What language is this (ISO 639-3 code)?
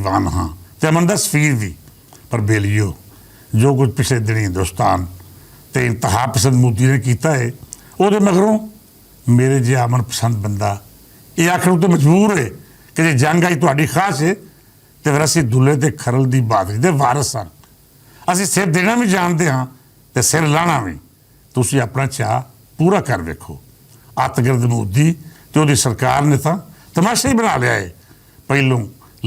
lah